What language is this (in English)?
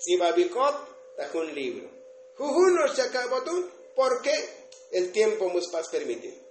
Tzotzil